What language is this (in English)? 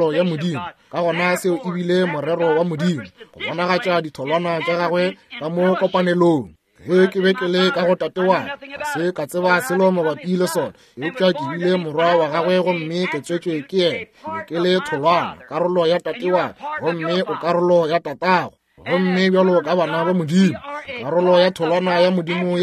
Northern Sotho